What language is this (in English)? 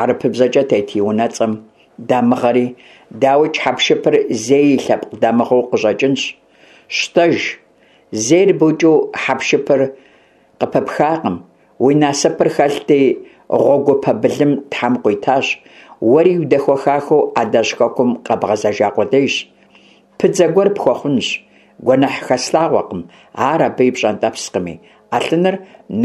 Kabardian